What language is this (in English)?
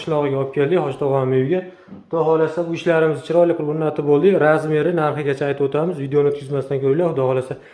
Uzbek